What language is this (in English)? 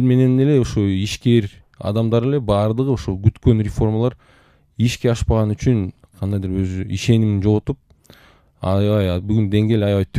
Kyrgyz